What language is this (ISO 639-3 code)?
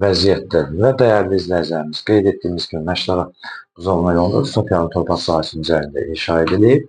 aze